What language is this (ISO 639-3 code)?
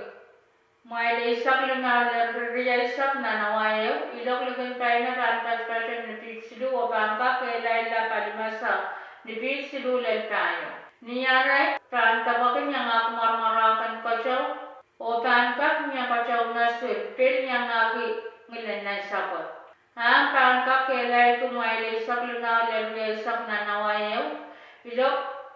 pon